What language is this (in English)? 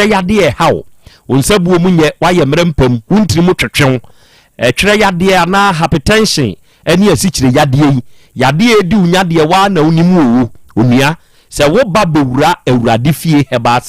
Akan